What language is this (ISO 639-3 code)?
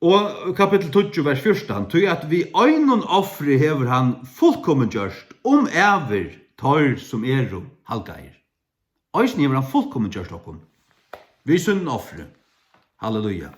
fao